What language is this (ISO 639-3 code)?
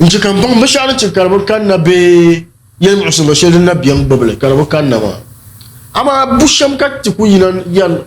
dag